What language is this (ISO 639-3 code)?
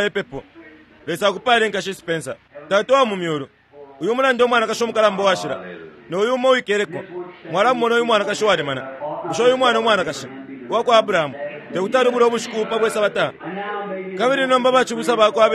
bem